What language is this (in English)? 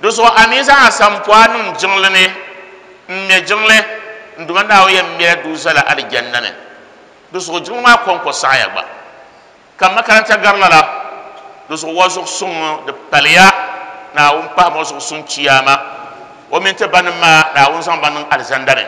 Dagbani